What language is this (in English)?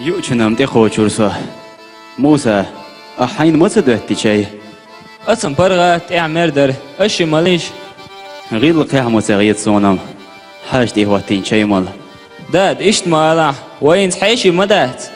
Chechen